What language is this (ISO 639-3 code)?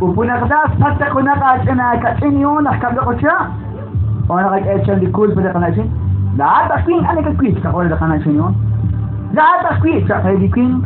kek